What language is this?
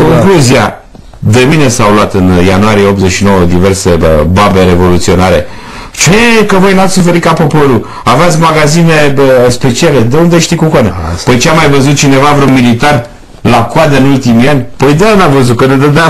Romanian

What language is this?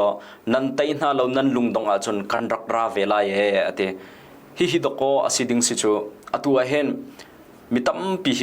Hakha Chin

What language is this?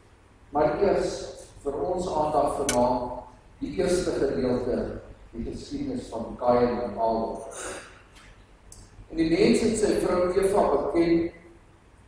Afrikaans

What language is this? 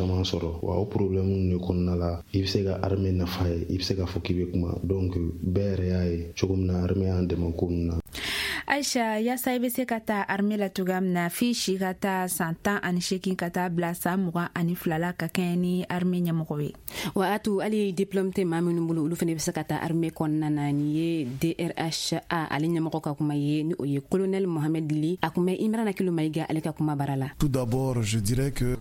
Bambara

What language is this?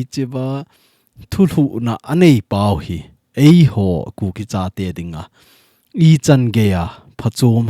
Thado Chin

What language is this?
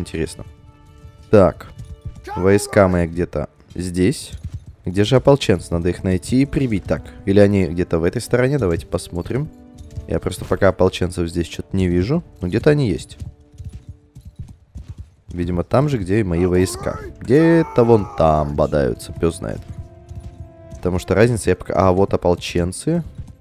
Russian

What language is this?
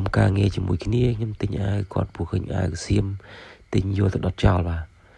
Khmer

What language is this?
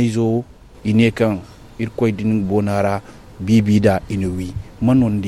Zarma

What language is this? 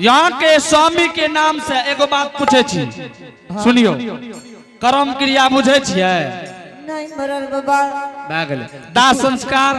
Angika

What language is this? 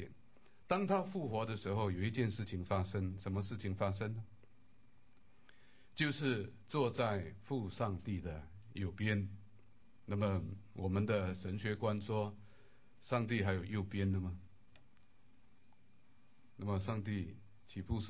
Chinese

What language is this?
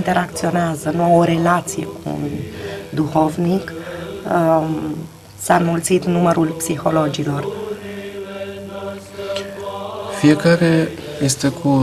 Romanian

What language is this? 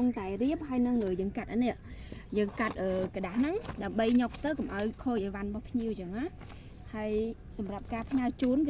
Khmer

